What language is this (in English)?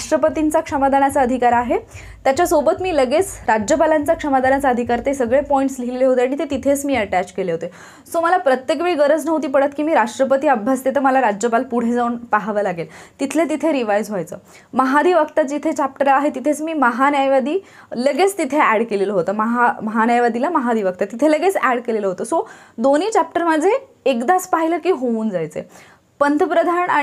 Marathi